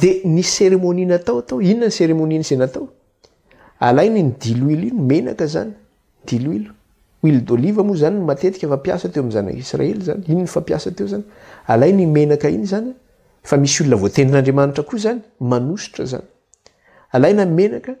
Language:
Malagasy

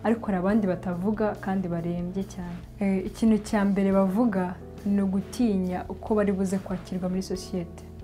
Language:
Kinyarwanda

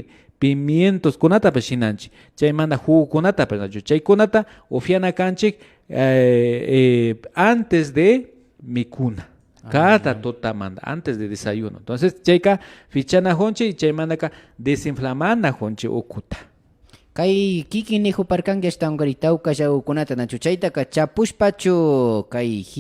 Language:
Imbabura Highland Quichua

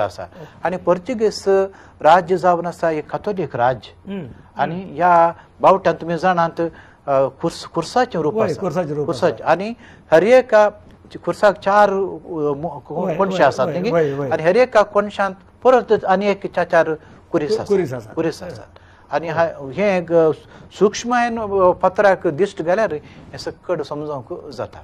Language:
Konkani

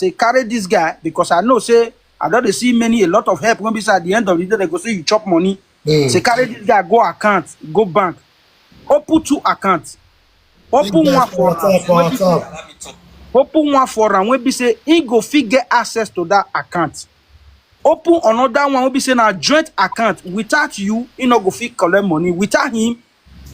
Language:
Nigerian Pidgin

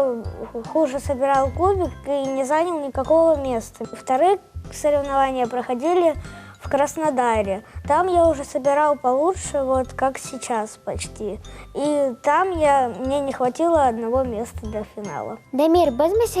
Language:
Crimean Tatar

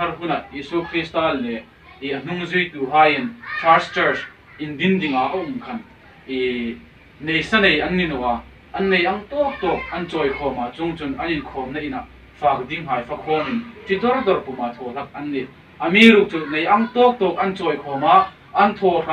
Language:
Hmar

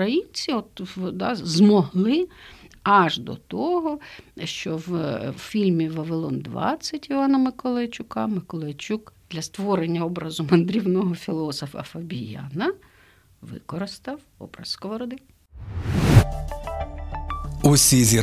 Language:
Ukrainian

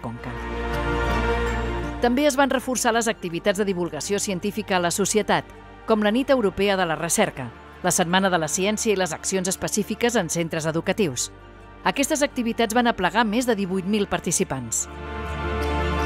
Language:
Catalan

